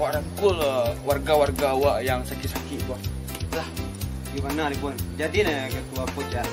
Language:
Minangkabau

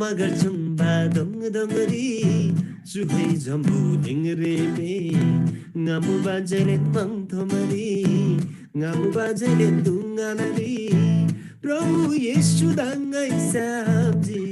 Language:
Eastern Tamang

